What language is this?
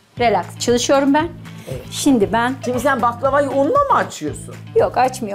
Turkish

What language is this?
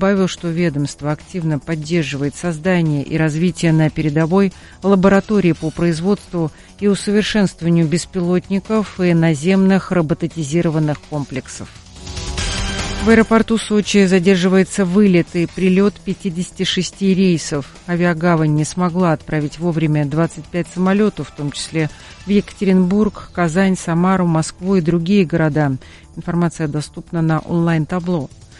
Russian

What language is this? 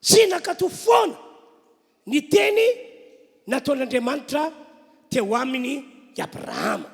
Malagasy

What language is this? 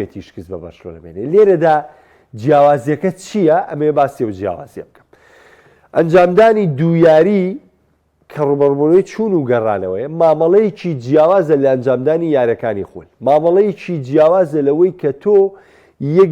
Central Kurdish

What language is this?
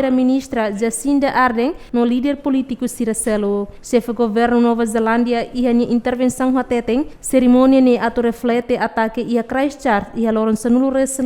Tetum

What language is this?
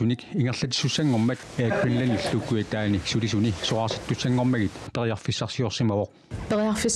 Kalaallisut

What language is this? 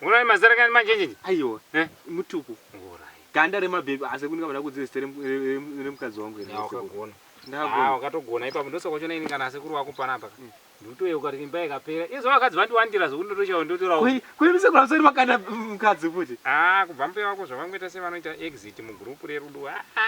Shona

